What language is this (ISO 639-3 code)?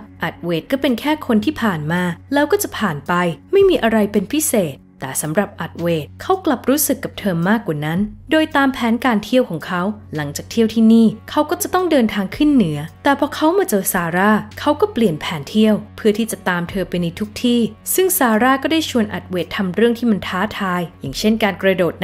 tha